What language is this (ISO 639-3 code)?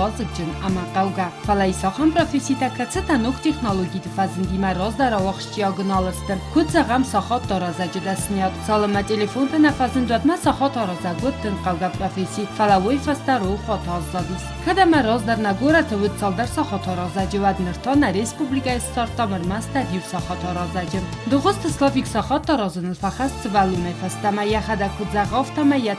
oss